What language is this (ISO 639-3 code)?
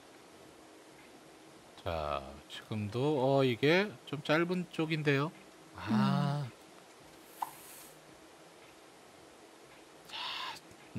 kor